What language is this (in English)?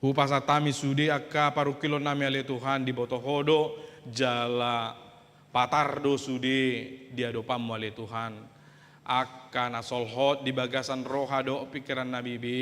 Batak Toba